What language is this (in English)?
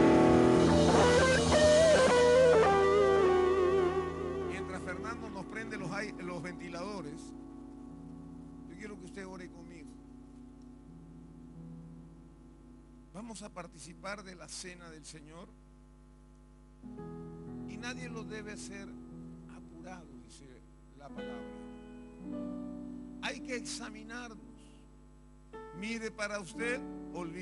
Spanish